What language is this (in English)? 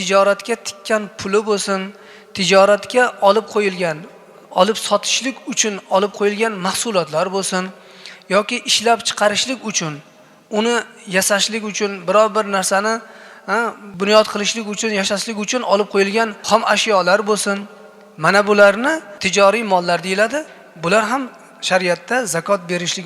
Uzbek